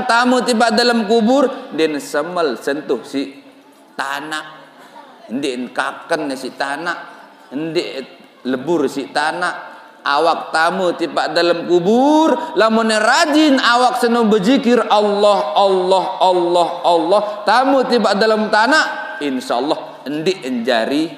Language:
Sasak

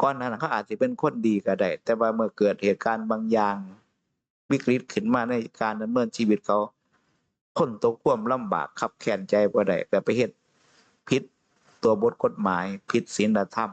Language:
Northeastern Thai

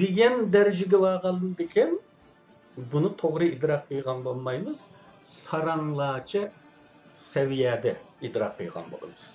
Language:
Uyghur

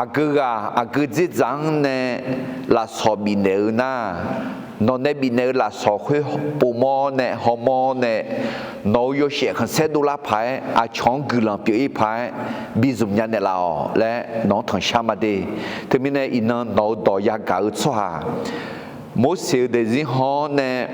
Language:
Akha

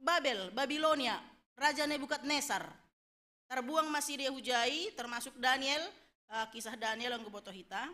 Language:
Batak Simalungun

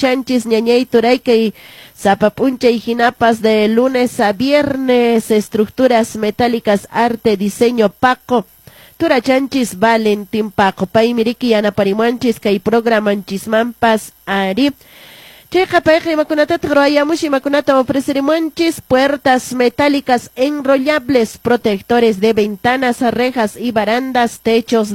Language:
Quechua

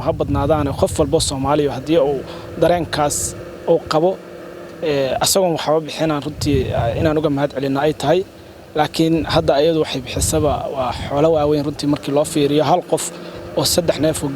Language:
Somali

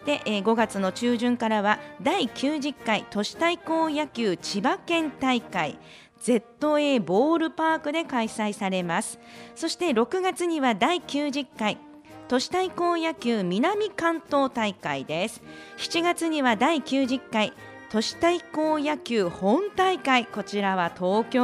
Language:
Japanese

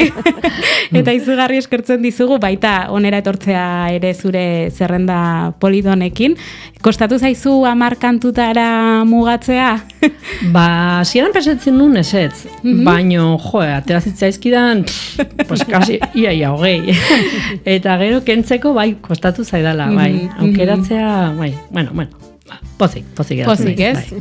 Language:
Basque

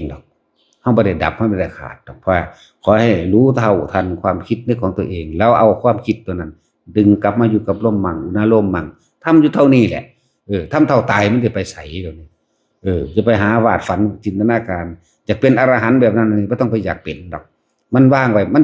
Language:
Northeastern Thai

